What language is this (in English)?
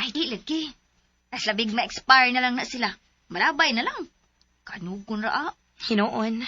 Cebuano